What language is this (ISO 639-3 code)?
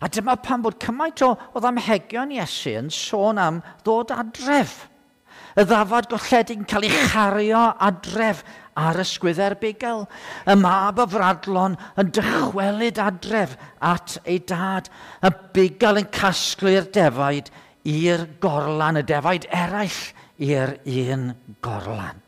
cym